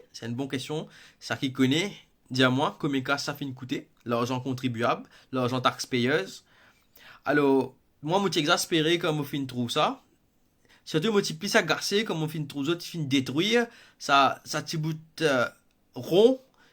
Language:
Morisyen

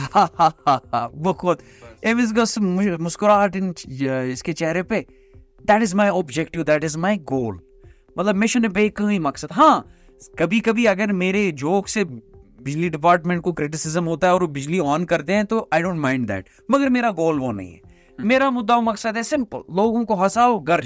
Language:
Kashmiri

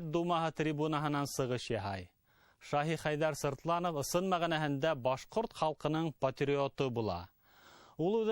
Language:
Bashkir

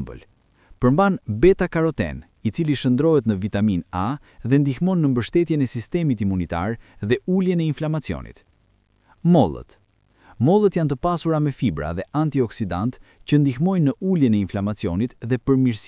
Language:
Albanian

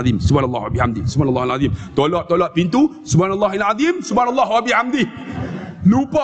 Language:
Malay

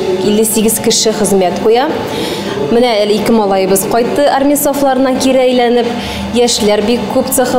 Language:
Tatar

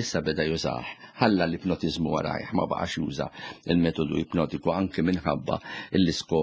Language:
Maltese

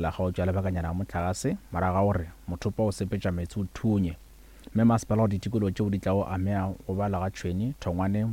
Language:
Northern Sotho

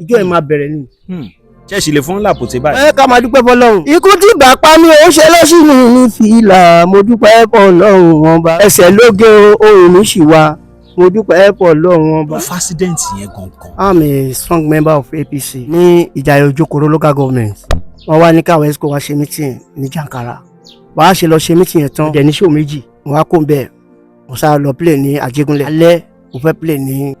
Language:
Yoruba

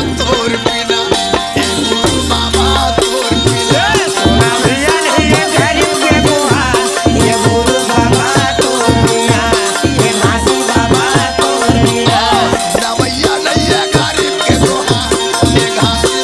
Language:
Chhattisgarhi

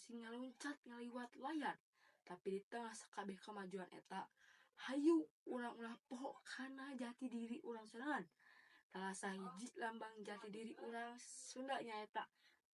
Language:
Sundanese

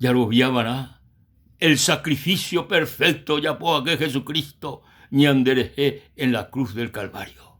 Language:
Guarani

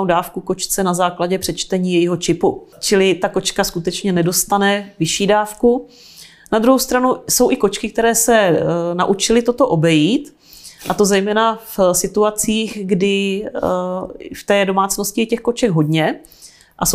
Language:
Czech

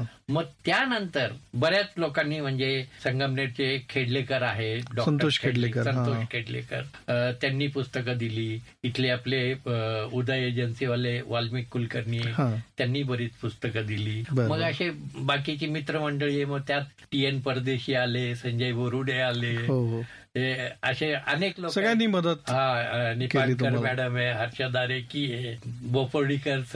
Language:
Marathi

